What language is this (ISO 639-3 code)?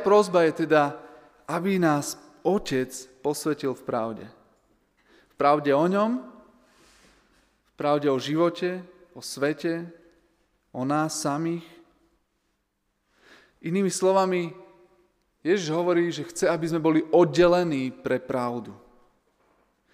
slk